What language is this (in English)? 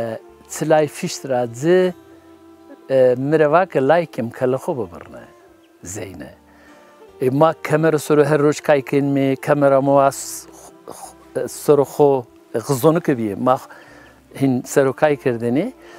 Zaza